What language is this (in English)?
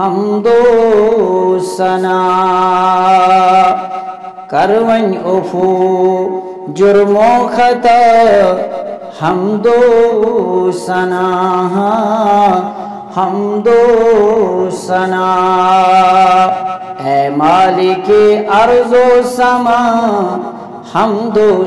Urdu